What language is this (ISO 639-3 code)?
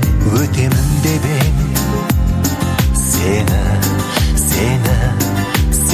kaz